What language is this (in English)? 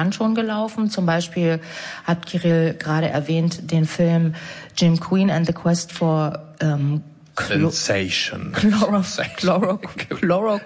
German